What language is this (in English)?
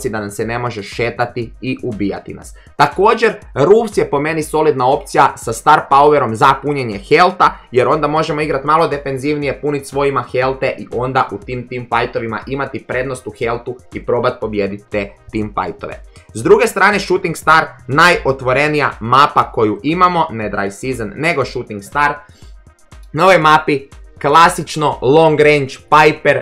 Croatian